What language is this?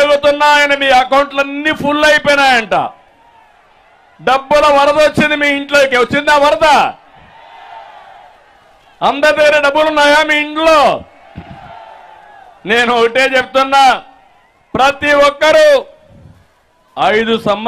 Telugu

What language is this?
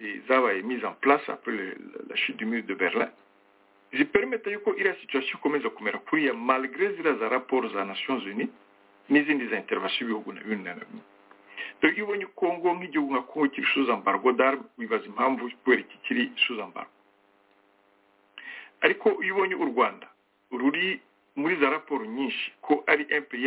Kinyarwanda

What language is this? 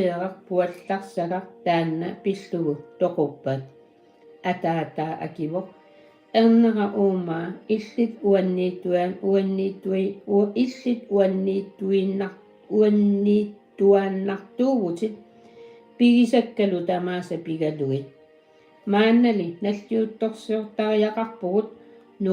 Kalaallisut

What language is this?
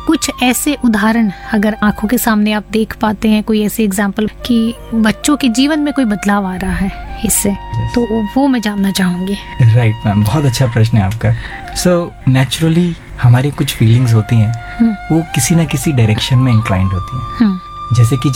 Hindi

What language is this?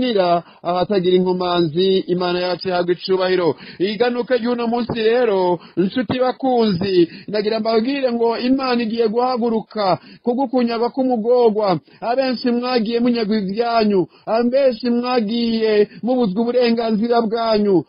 Rundi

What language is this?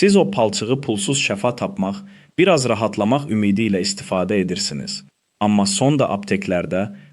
Azerbaijani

